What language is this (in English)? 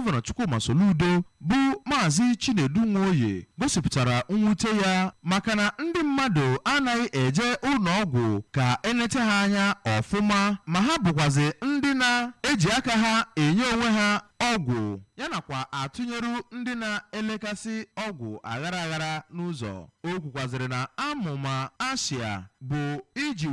Igbo